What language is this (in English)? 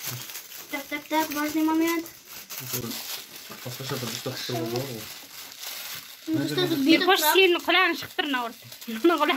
Kazakh